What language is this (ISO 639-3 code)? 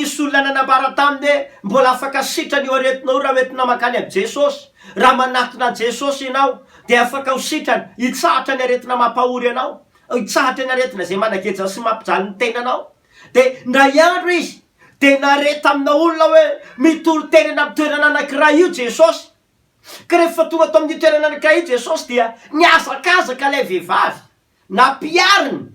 mlg